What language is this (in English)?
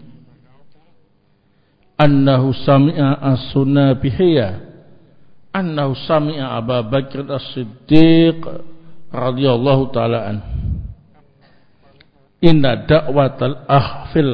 Indonesian